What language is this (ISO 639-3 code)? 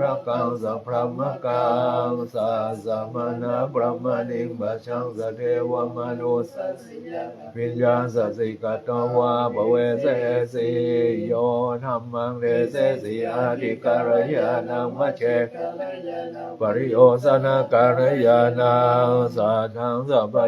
pli